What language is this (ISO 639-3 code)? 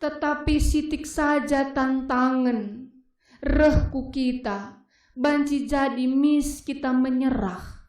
btx